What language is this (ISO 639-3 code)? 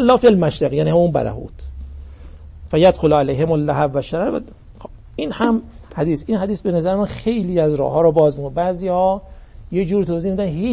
fas